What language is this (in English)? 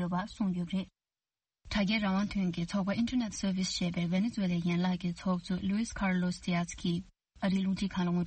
Tibetan